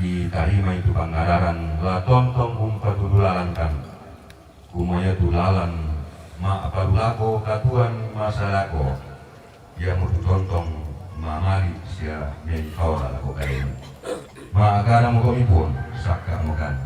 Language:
Toraja-Sa'dan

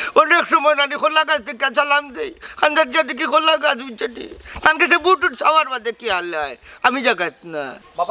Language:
Sylheti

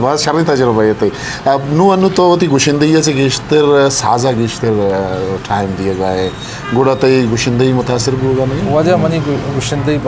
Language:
Eastern Balochi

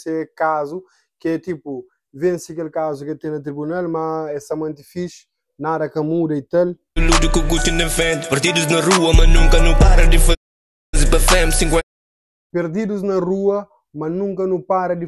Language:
Kabuverdianu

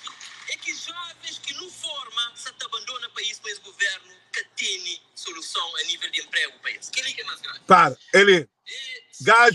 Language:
Kabuverdianu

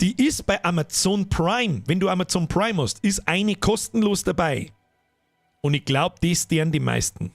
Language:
Bavarian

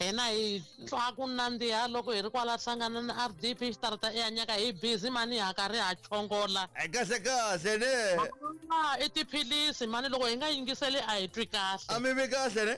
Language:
Tsonga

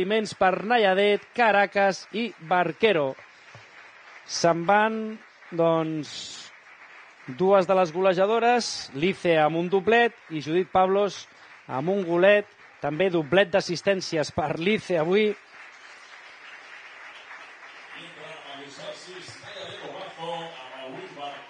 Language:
Catalan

